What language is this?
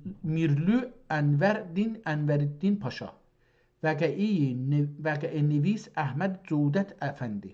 South Azerbaijani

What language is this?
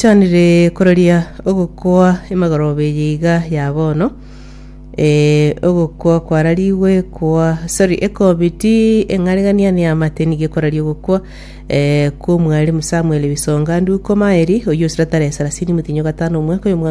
Gusii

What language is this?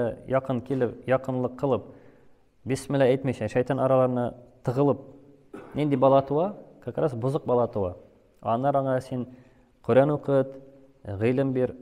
Tatar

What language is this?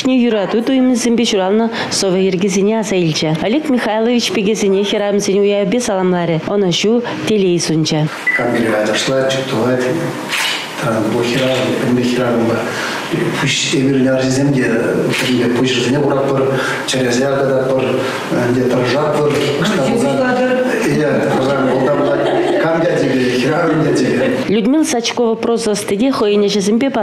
Chuvash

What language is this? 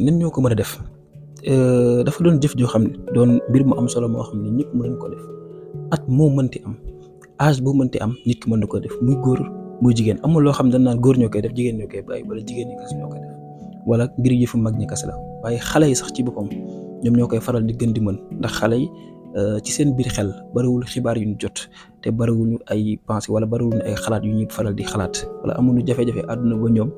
Wolof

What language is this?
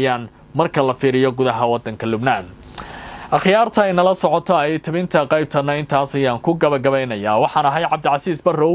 Somali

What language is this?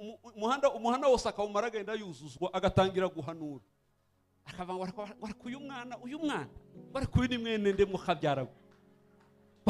Kinyarwanda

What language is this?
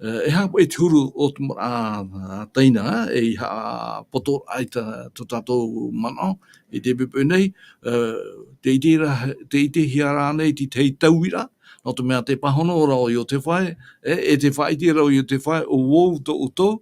Tahitian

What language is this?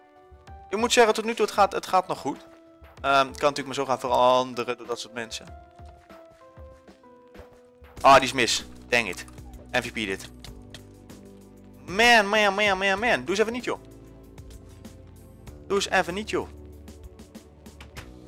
Dutch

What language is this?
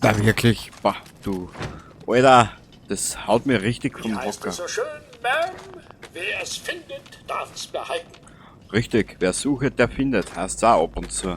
Bavarian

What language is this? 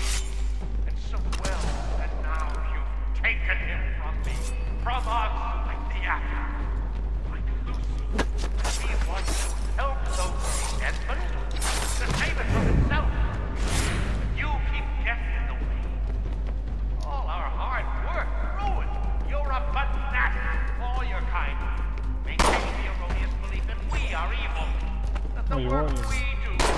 English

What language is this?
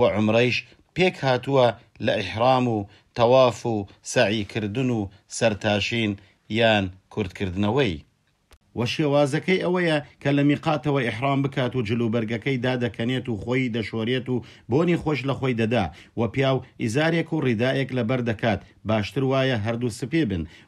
Central Kurdish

